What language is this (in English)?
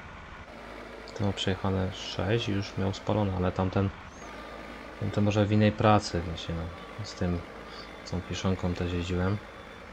Polish